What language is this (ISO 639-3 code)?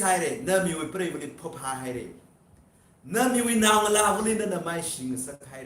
nmf